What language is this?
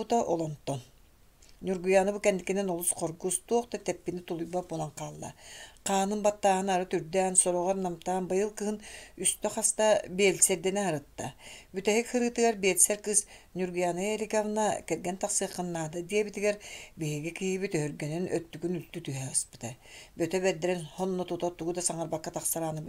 Yakut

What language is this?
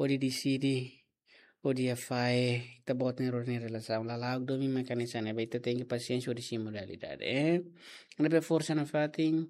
Tetum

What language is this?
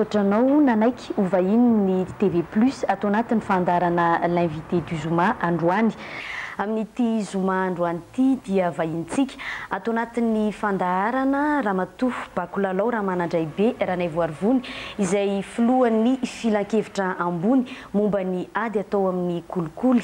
Malagasy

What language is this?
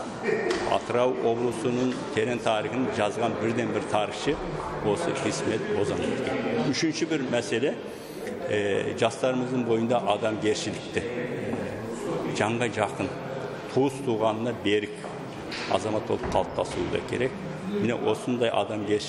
Kazakh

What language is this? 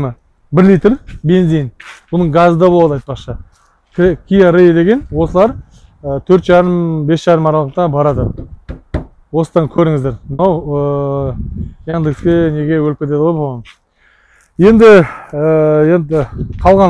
Kazakh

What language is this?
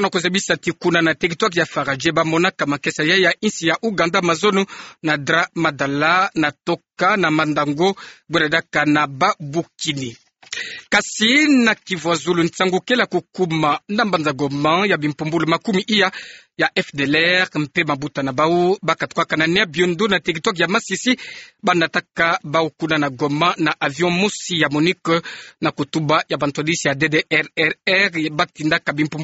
Kituba (Democratic Republic of Congo)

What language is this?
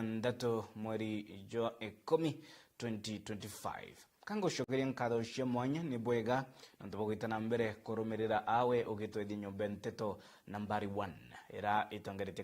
Meru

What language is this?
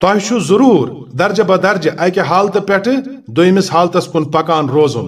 Kashmiri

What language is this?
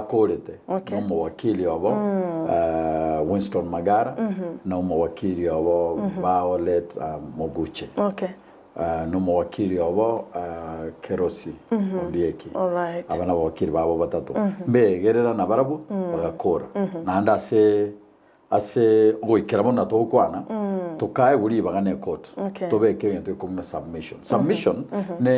Gusii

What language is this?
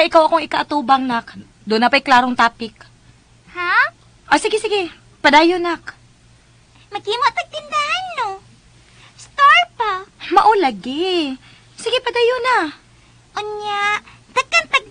Cebuano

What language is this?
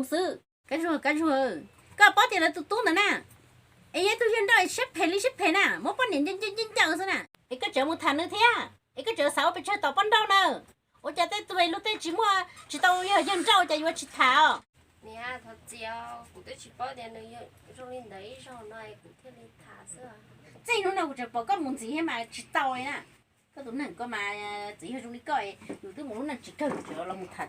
Hmong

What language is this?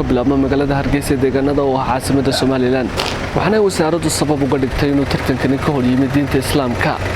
Somali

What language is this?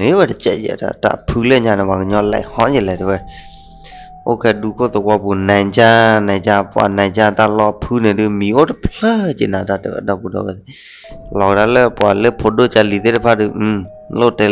S'gaw Karen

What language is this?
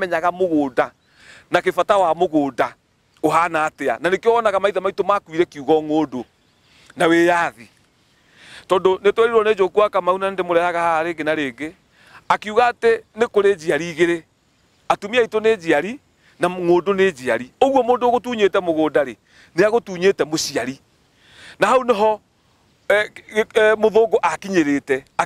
Kikuyu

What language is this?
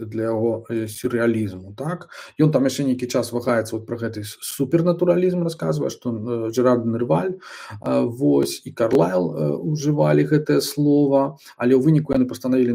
Belarusian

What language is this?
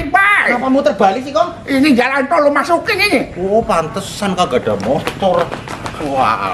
Betawi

